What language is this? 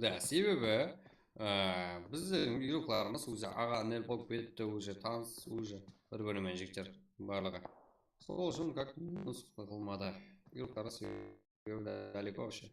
Kara-Kalpak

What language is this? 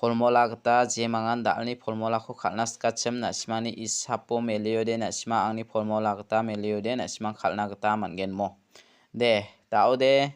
Garo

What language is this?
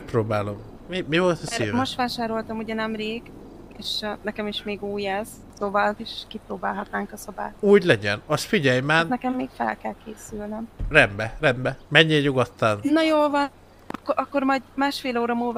Hungarian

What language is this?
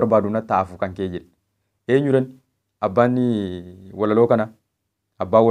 Oromo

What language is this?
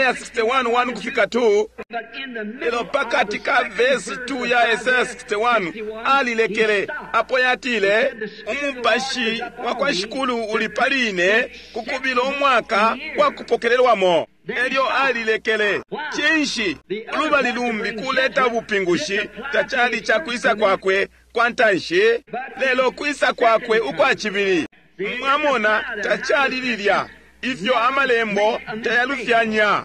Bemba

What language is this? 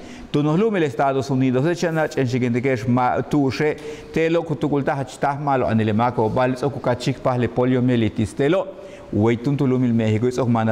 Yucateco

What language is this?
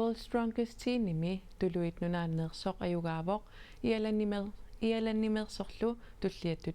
Kalaallisut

